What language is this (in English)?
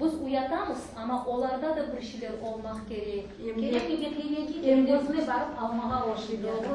Crimean Tatar